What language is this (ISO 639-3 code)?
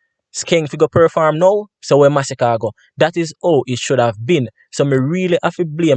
jam